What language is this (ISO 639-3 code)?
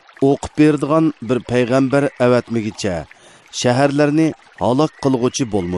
uig